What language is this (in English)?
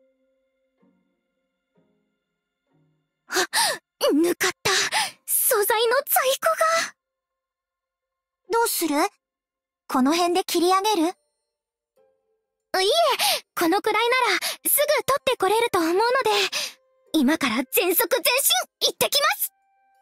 Japanese